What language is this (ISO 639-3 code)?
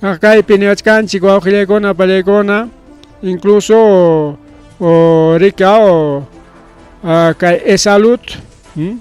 quy